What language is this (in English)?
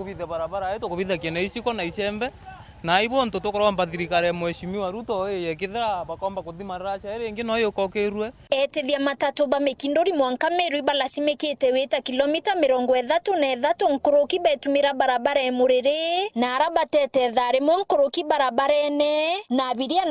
Meru